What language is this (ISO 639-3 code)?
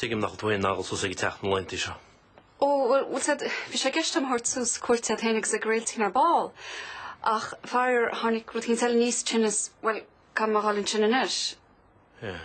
gle